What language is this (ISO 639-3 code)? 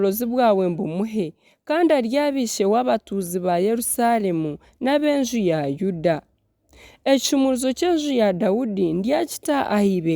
nyn